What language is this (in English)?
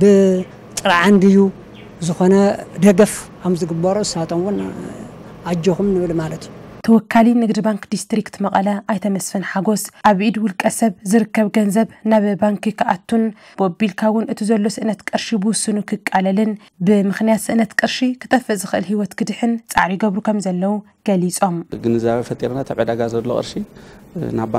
Tigrinya